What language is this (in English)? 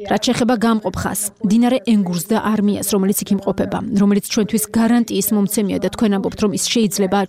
Georgian